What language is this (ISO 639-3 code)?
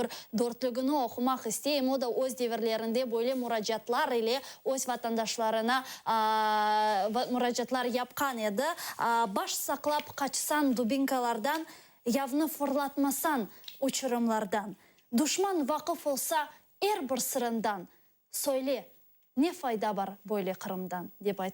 crh